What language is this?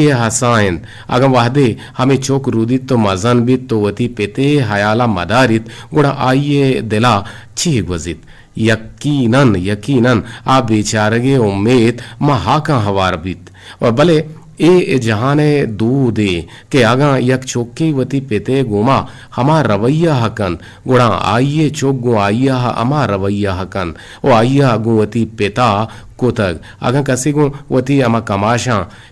Eastern Balochi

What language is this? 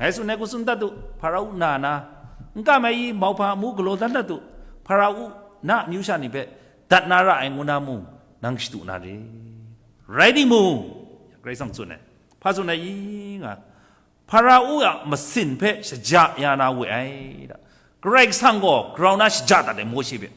Kachin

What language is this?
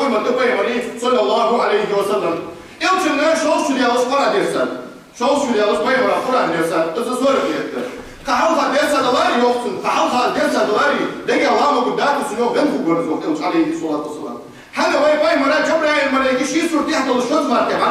Ingush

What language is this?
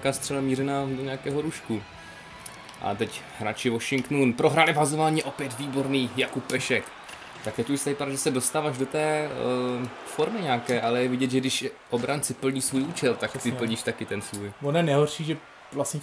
Czech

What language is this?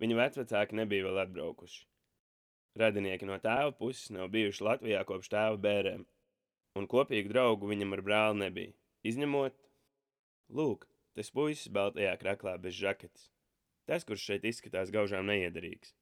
Latvian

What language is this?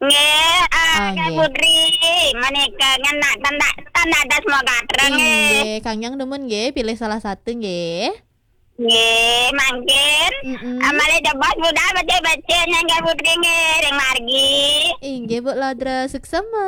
Balinese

